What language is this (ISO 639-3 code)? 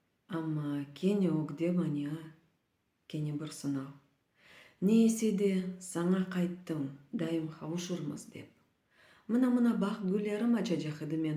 crh